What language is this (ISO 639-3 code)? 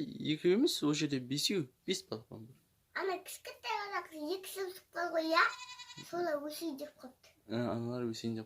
kaz